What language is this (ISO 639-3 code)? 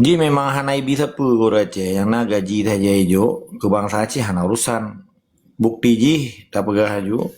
ace